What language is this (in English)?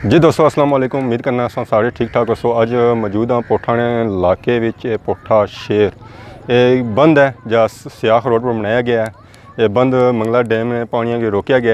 Pahari-Potwari